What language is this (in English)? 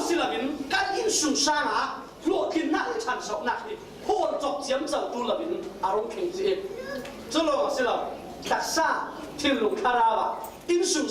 Falam Chin